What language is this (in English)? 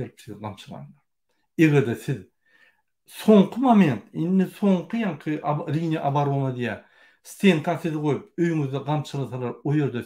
Turkmen